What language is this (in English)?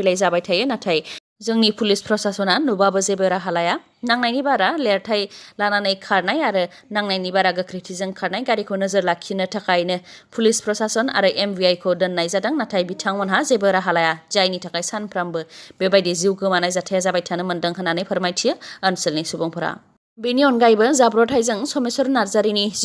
Bodo